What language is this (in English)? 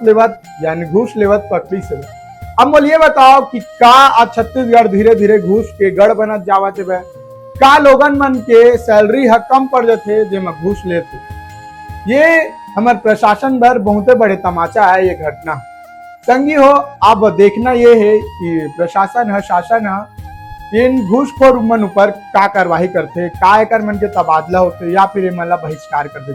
Chhattisgarhi